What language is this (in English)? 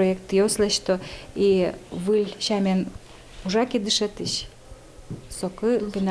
Udmurt